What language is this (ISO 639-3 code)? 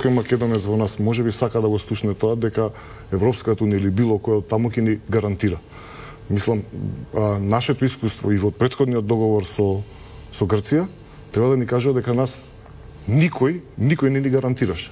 mkd